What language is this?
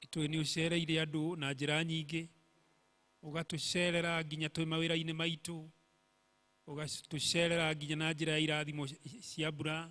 Kikuyu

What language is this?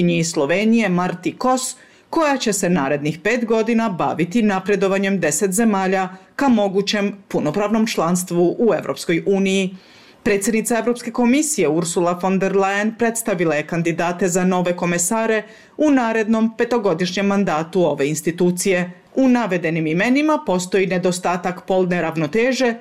Bosnian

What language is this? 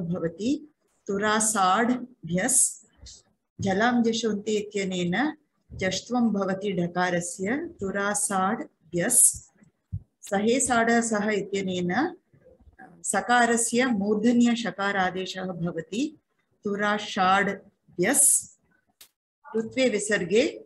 Sanskrit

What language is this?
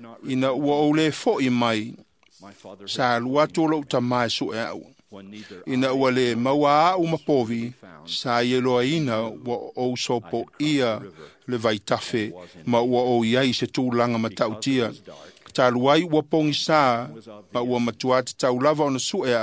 Samoan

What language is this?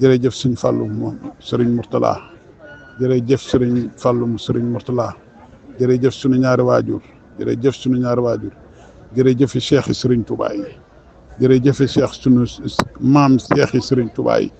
Wolof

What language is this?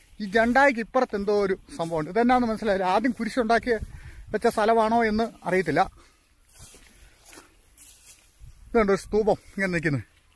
Malayalam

